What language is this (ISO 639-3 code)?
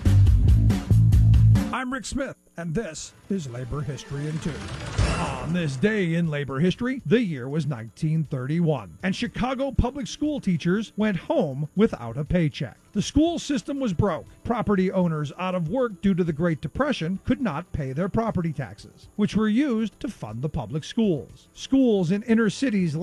eng